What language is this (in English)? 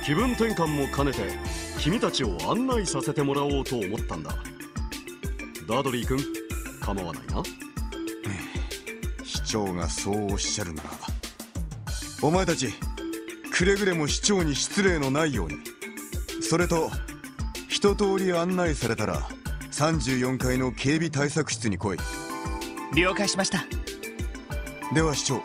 Japanese